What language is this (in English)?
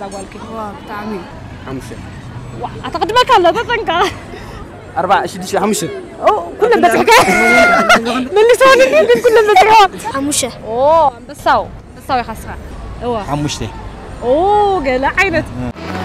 Tigrinya